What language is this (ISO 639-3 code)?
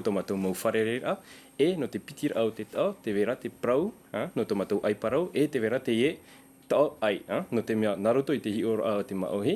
tah